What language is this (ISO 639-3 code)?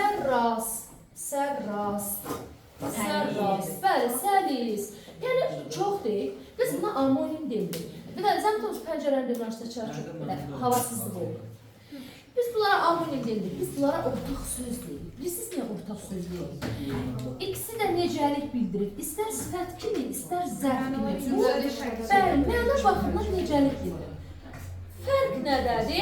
aze